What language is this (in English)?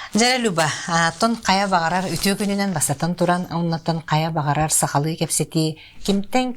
Yakut